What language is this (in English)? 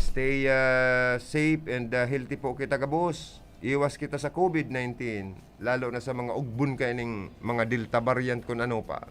Bikol